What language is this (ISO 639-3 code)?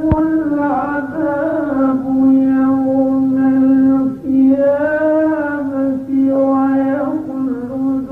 ara